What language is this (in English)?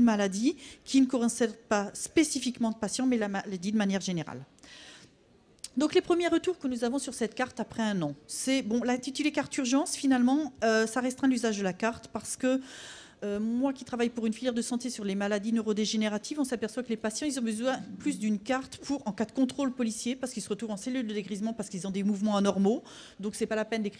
French